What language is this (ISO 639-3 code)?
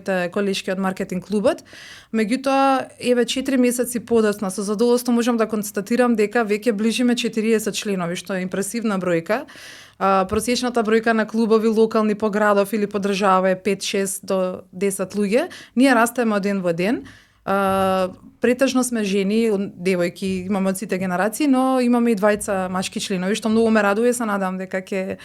mkd